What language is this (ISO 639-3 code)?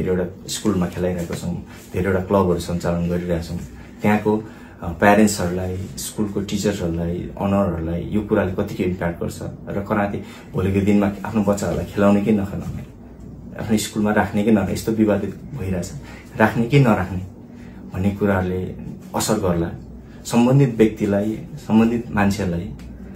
nep